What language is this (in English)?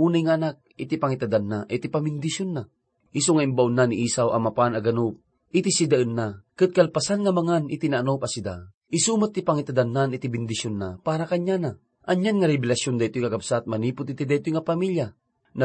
Iloko